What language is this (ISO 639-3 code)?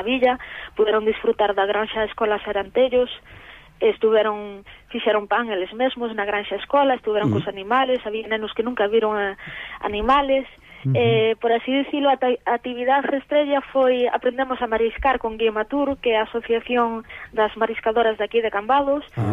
glg